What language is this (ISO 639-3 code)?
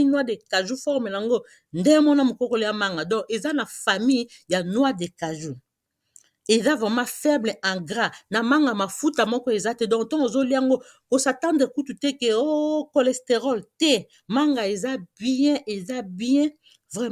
lin